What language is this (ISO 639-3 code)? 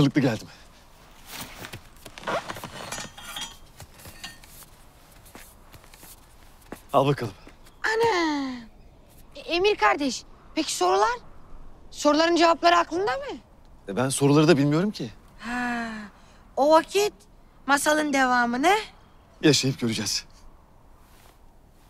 tur